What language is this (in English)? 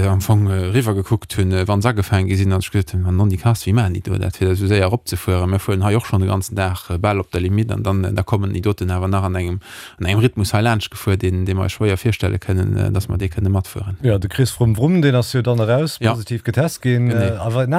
Luxembourgish